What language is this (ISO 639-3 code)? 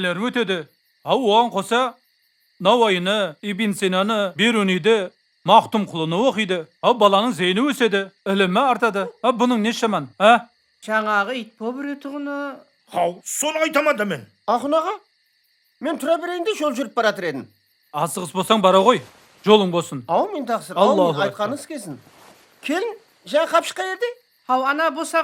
kaa